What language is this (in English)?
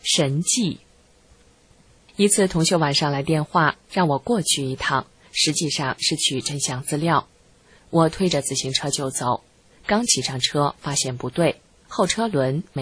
Chinese